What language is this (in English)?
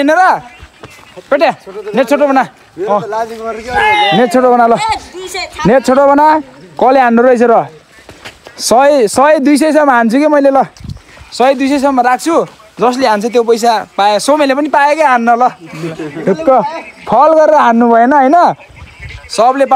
Nepali